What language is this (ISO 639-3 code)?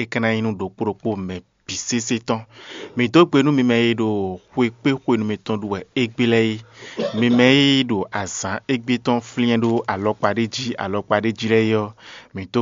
fon